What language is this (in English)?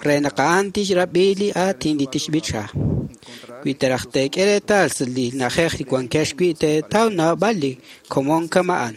Kekchí